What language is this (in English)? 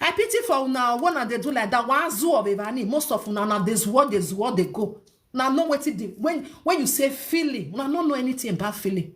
Nigerian Pidgin